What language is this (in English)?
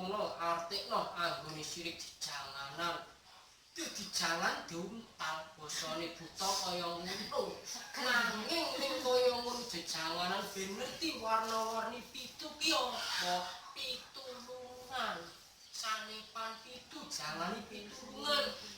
Javanese